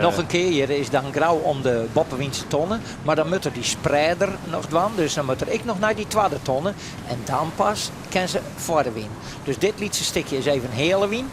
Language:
Western Frisian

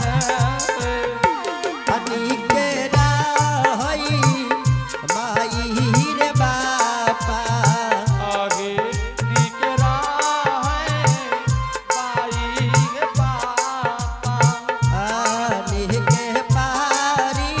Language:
Angika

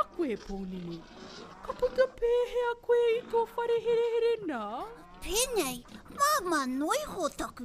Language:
Māori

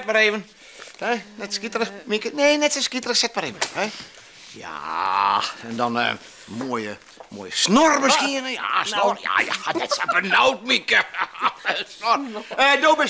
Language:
Western Frisian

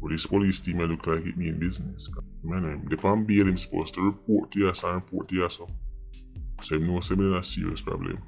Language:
Jamaican Creole English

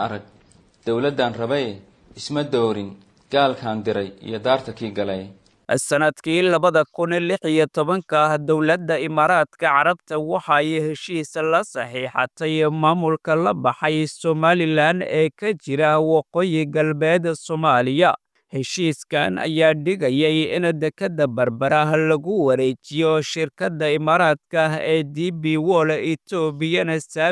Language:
Somali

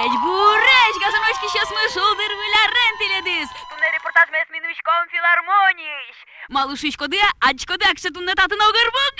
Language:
Udmurt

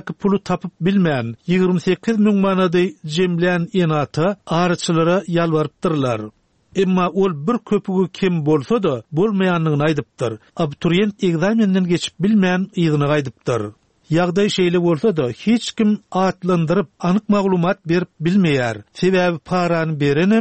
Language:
Turkmen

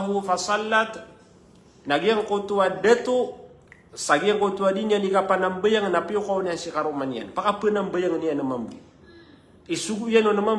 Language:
Maranao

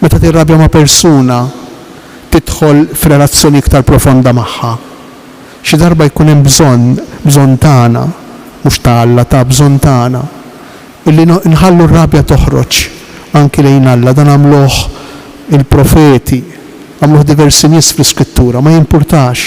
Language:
Maltese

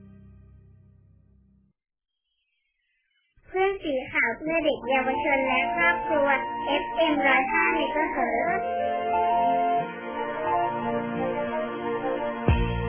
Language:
Thai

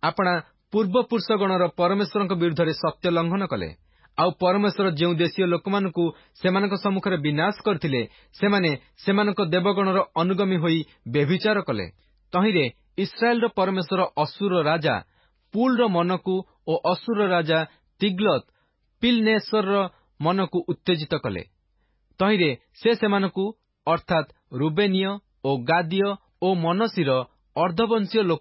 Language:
Odia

